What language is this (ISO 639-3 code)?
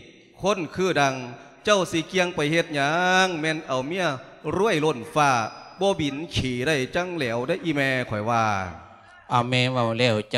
lao